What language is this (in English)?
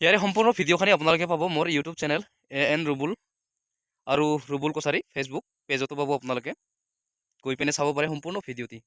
Assamese